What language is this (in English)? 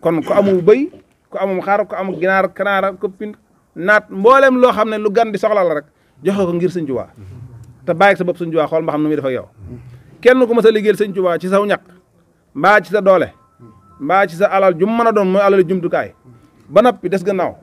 Wolof